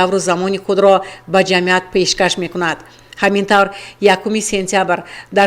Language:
Tajik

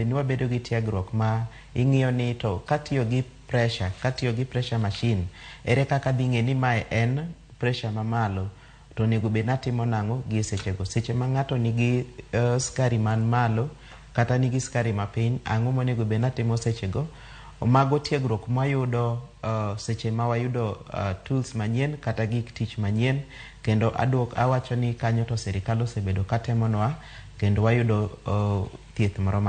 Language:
Luo (Kenya and Tanzania)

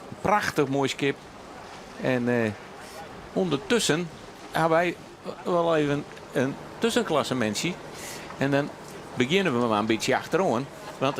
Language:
Western Frisian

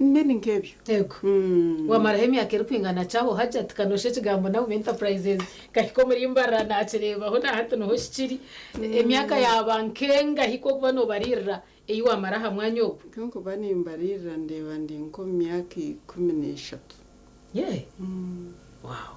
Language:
Nyankole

